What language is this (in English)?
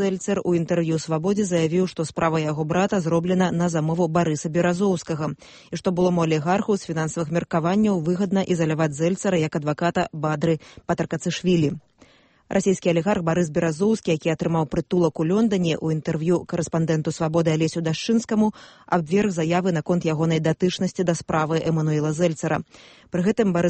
Belarusian